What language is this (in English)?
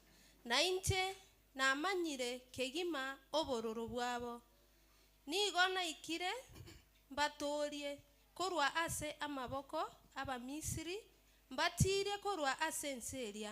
Gusii